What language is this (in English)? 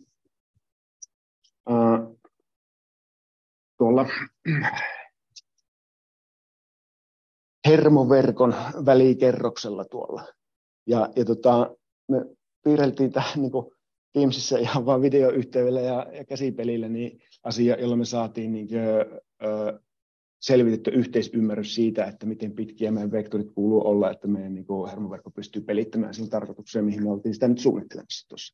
Finnish